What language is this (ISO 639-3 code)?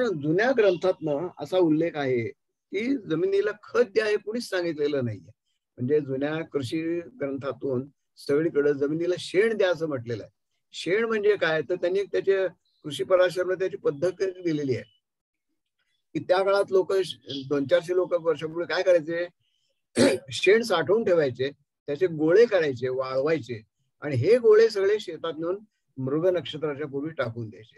mar